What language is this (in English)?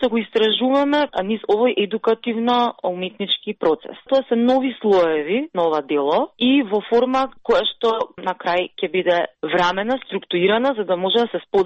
Macedonian